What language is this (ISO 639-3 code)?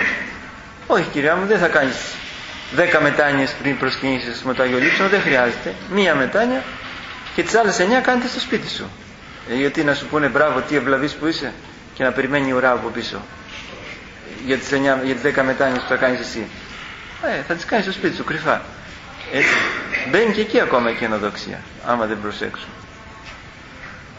ell